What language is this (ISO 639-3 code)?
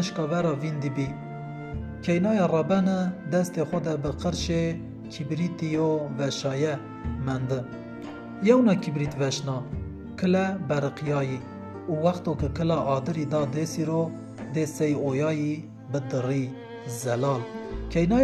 zza